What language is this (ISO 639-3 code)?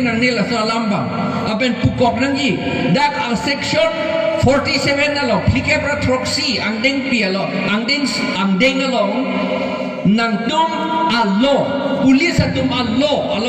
mjw